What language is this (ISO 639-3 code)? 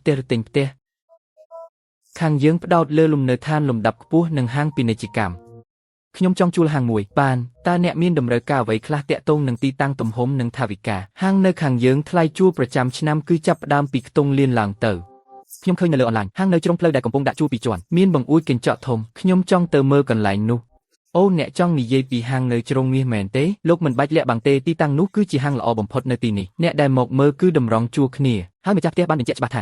khm